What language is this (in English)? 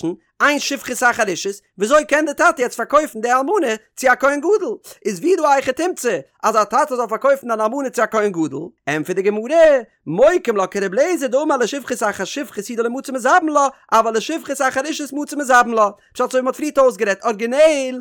Yiddish